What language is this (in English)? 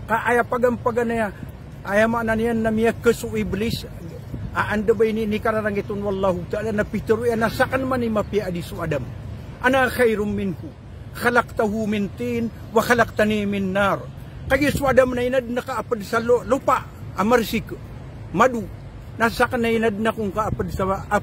Maranao